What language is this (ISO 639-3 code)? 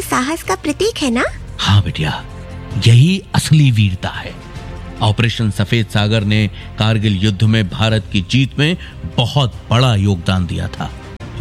hin